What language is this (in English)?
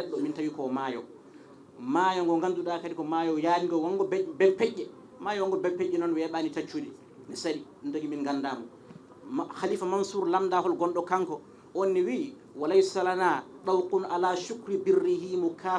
Fula